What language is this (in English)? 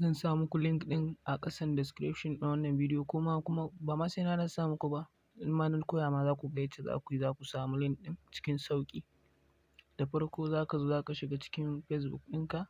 Hausa